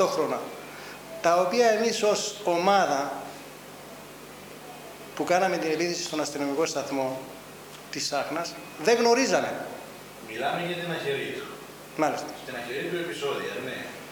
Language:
Greek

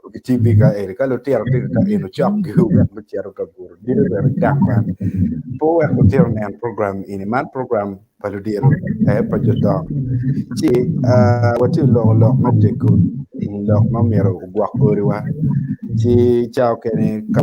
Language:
Acoli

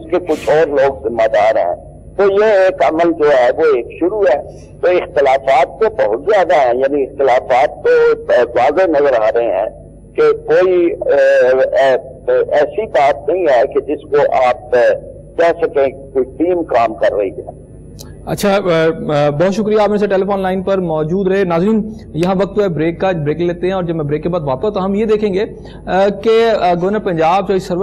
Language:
Urdu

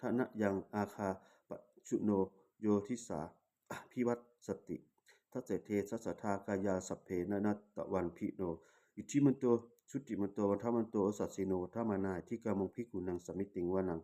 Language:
Pali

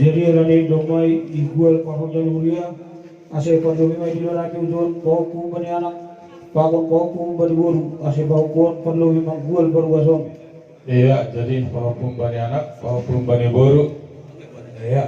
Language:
Batak Simalungun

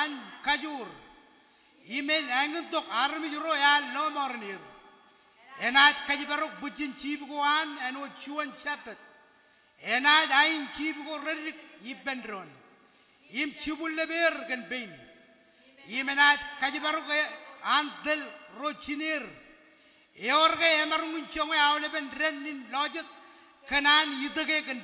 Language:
Marshallese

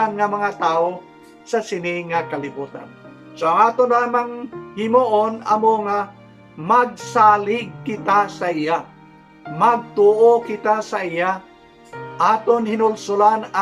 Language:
Hiligaynon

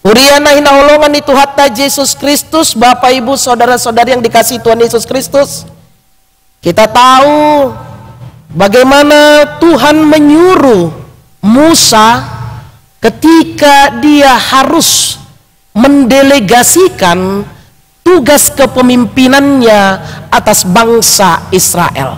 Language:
Batak Toba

